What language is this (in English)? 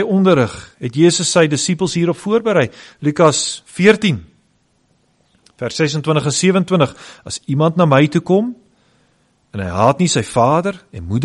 Afrikaans